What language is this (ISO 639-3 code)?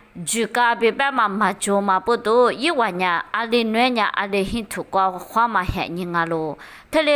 lis